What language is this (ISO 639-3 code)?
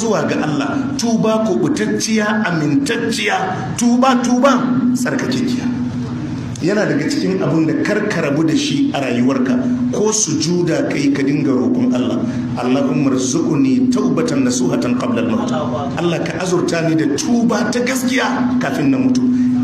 hau